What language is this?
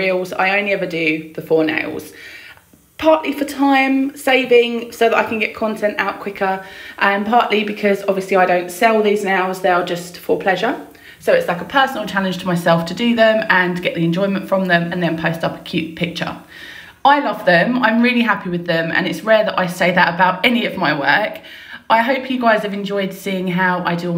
English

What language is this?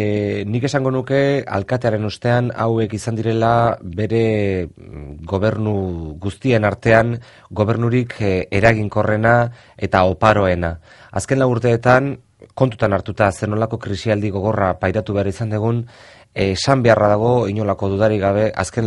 Basque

